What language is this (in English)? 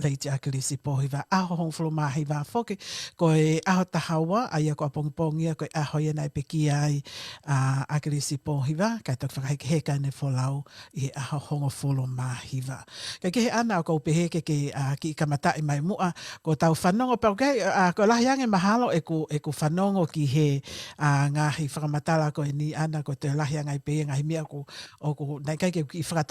Tongan